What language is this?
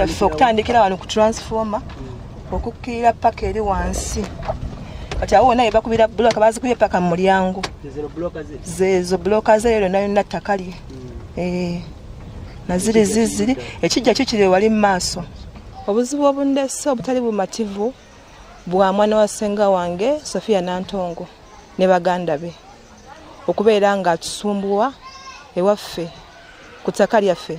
Ganda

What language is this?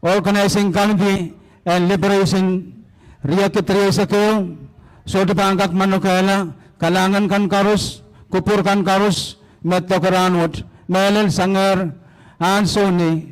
Pohnpeian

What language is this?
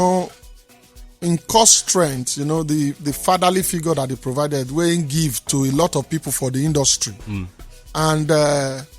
Nigerian Pidgin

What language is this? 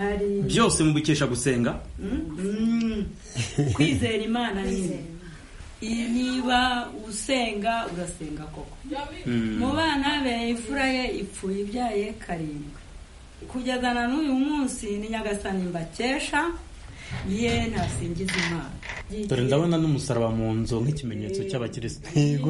Kinyarwanda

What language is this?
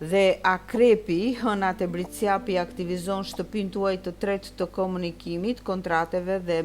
Albanian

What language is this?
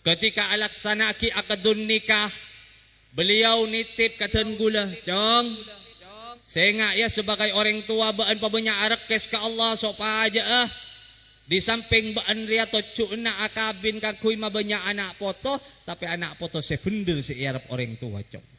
Madurese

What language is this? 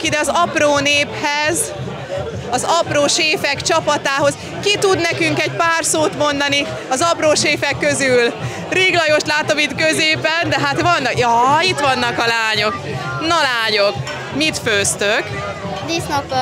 Hungarian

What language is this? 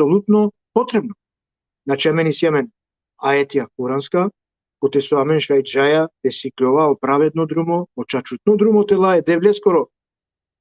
Balkan Romani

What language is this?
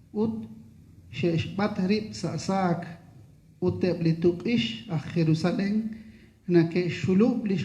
Kekchí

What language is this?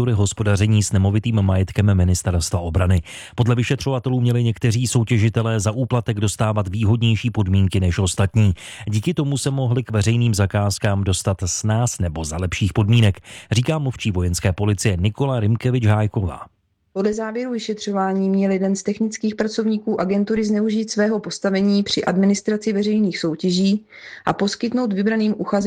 Czech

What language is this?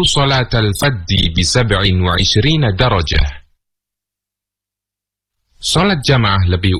Indonesian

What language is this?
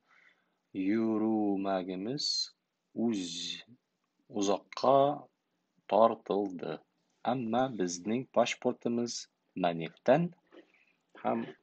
Tatar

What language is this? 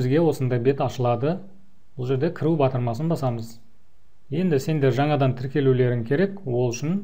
Kazakh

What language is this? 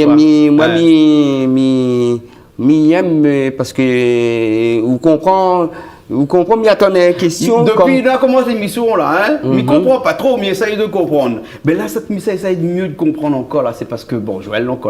Réunion Creole French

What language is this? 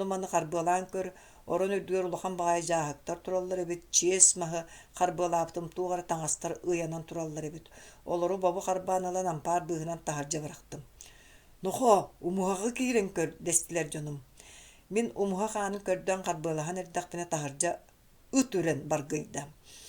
Yakut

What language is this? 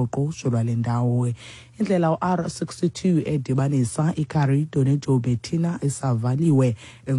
Xhosa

